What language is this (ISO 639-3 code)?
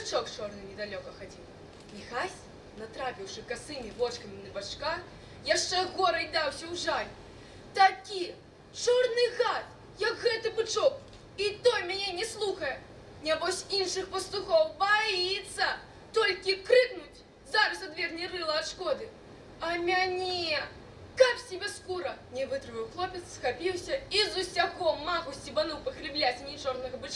bel